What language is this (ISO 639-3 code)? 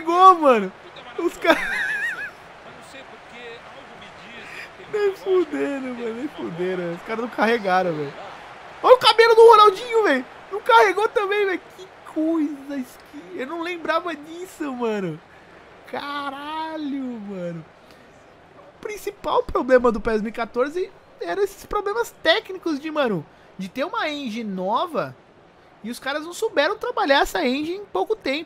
por